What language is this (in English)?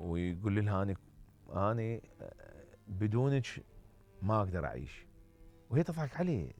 Mesopotamian Arabic